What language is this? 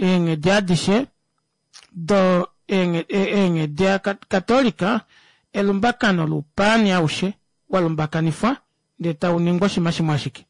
Kuanyama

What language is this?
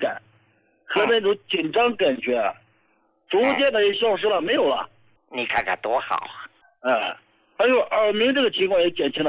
Chinese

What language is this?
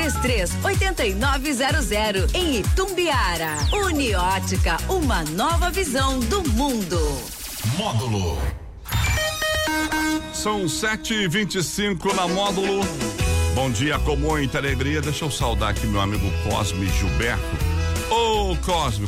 Portuguese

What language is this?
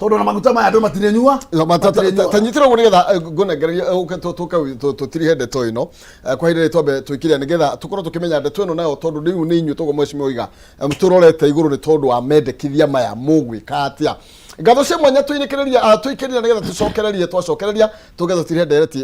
Kikuyu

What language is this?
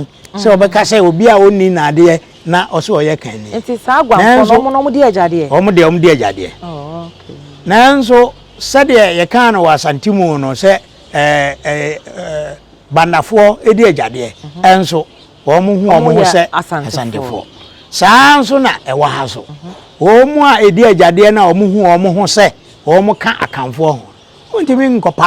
Akan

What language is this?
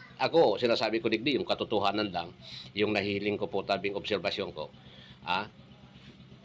Bikol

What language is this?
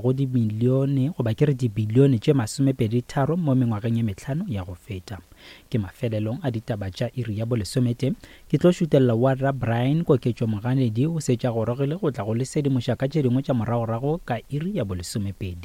Northern Sotho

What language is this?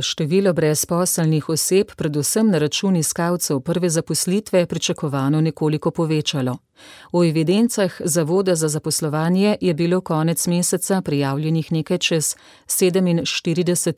Slovenian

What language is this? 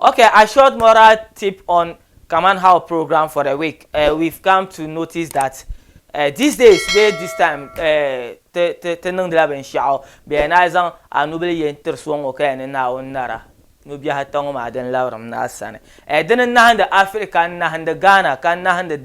Dagbani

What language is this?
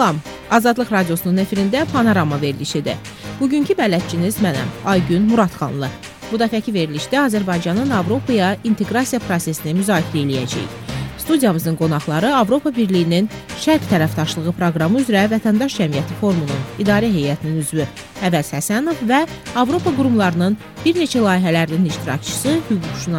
Azerbaijani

